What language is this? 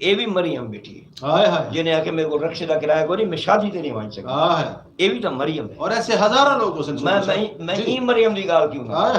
Saraiki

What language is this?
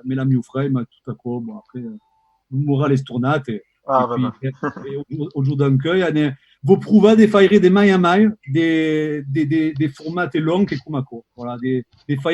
Occitan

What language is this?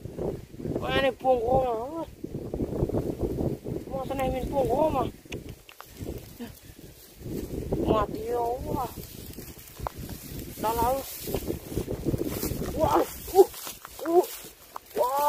Vietnamese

